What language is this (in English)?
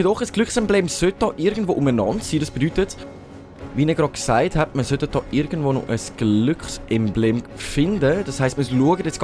Swiss German